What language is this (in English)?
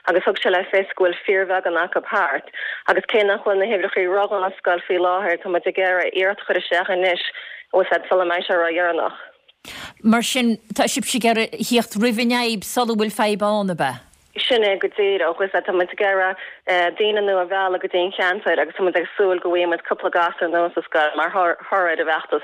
Irish